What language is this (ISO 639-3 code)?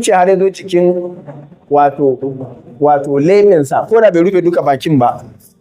hau